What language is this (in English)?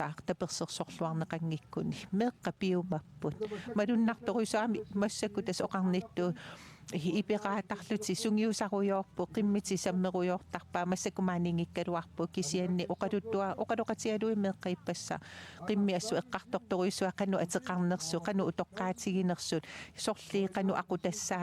Kalaallisut